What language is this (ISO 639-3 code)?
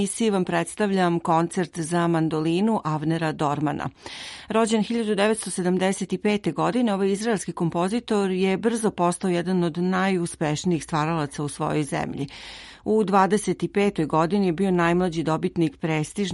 srp